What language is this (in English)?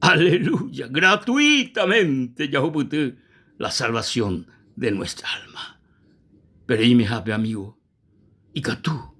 Guarani